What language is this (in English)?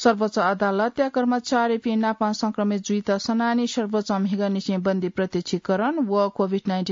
Newari